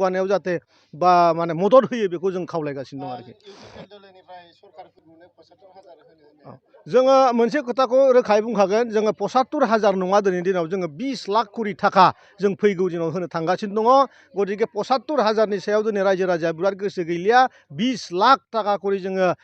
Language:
Bodo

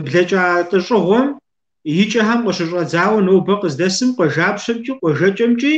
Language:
Kabardian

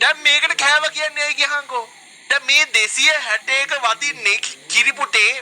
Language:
Sinhala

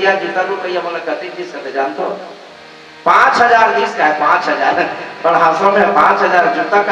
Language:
Chhattisgarhi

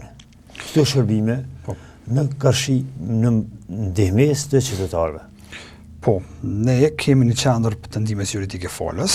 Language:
Albanian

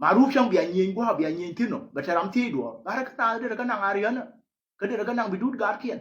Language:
Nuer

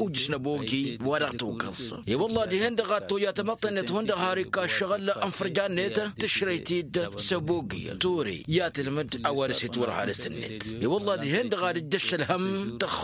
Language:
Tamasheq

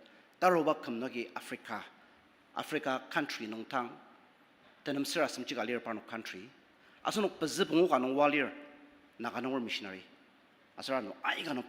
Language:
Ao Naga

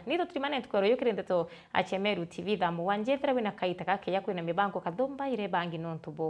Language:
Meru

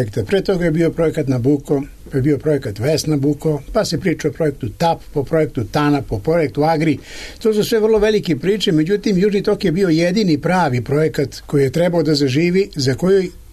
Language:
Serbian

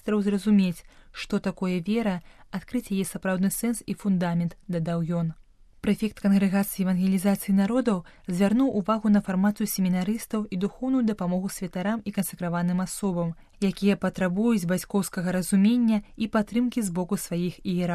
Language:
Belarusian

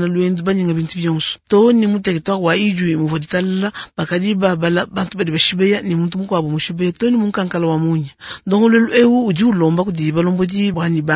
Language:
Luba-Lulua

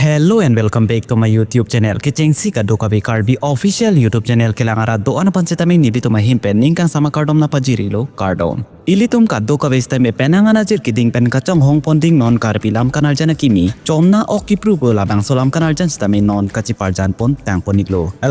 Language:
Karbi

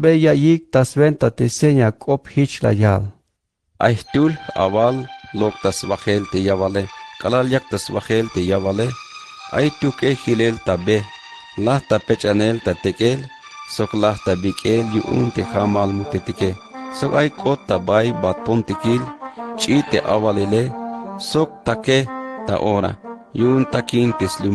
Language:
Tzeltal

